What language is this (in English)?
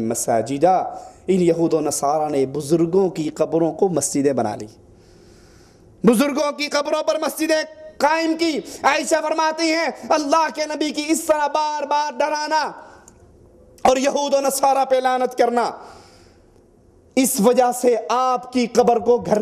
Urdu